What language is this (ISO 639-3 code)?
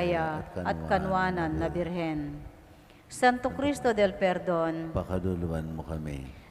pam